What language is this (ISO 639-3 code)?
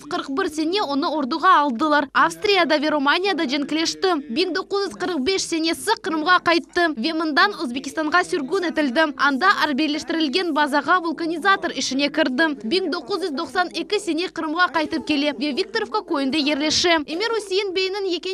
crh